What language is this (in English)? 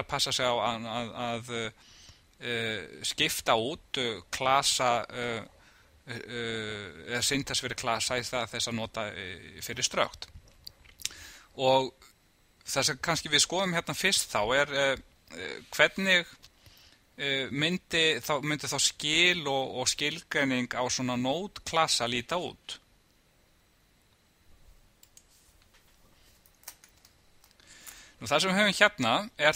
Icelandic